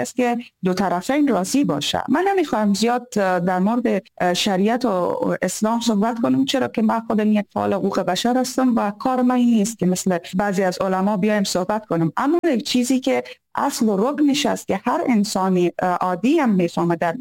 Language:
Persian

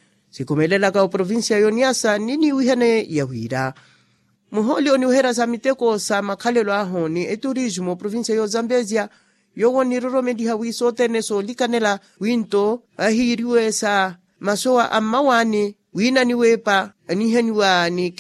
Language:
Makhuwa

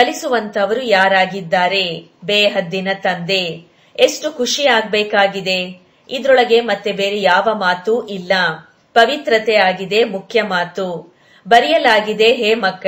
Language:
Kannada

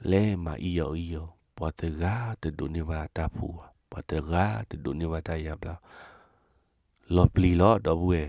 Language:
S'gaw Karen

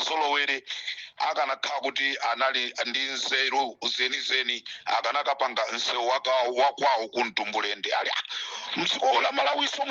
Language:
Nyanja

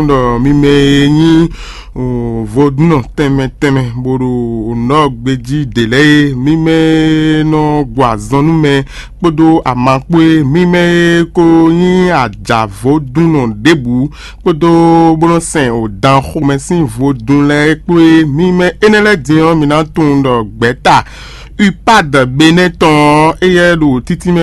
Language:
Fon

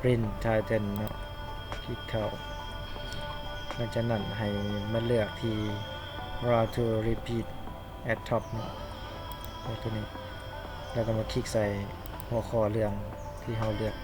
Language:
Lao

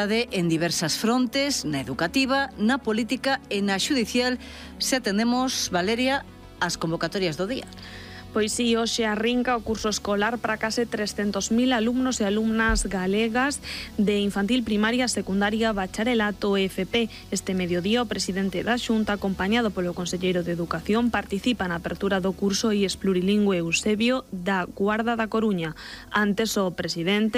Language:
Galician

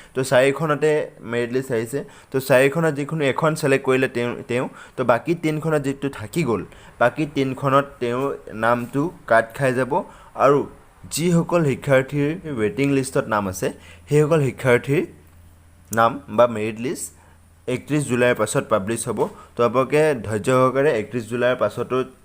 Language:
Assamese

